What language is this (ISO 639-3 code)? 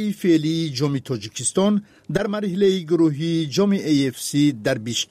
tgk